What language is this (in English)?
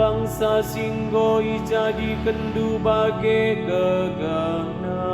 Batak Karo